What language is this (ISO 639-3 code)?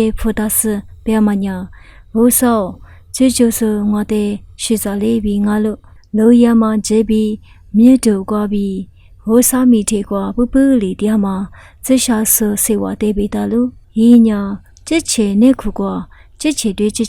lis